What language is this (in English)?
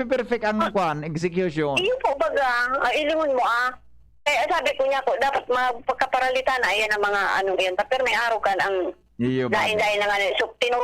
Bikol